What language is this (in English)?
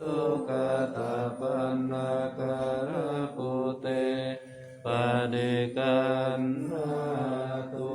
Pali